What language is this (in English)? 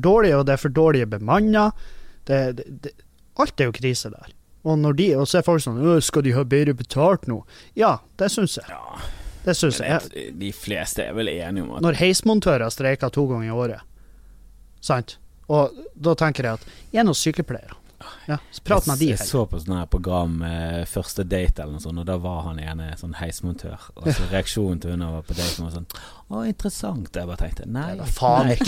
Norwegian